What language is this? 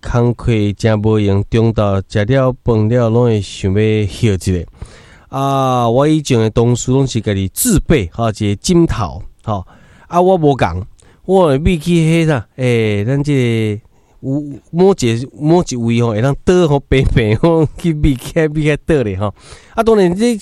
Min Nan Chinese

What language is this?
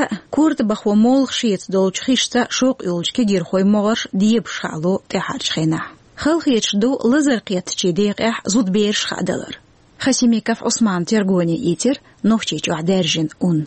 Chechen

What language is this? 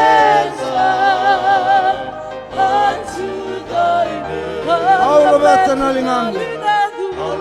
Fijian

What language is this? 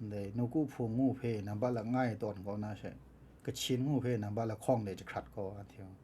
Kachin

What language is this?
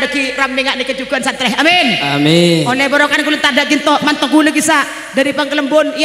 Madurese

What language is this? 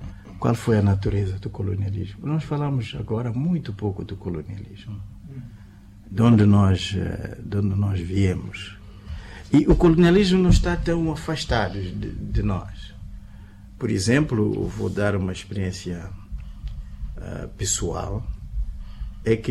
Portuguese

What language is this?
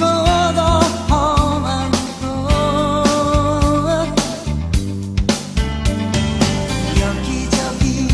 Korean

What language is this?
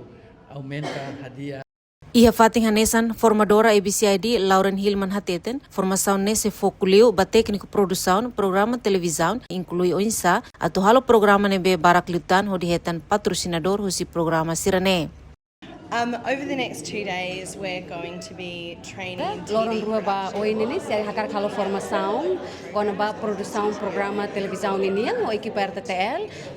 Tetum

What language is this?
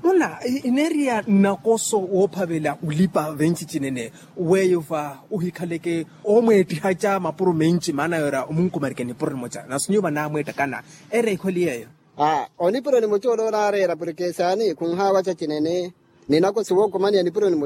Makhuwa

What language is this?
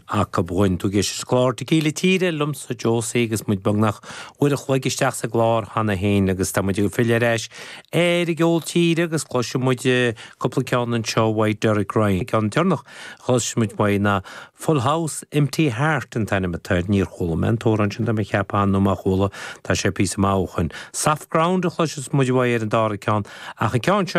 Irish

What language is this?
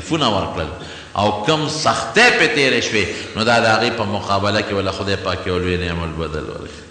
Pashto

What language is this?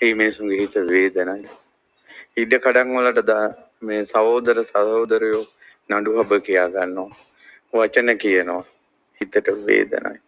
Sinhala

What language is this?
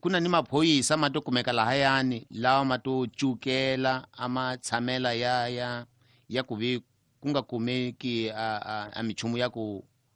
Tsonga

